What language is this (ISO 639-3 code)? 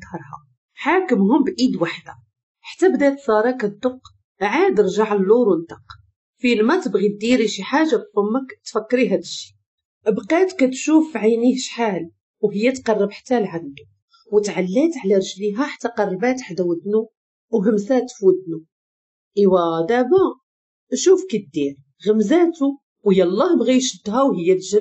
ary